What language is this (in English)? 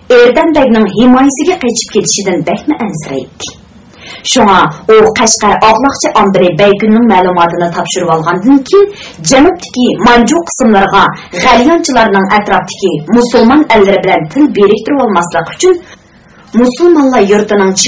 Uyghur